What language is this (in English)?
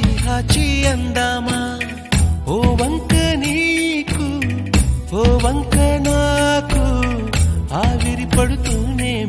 Telugu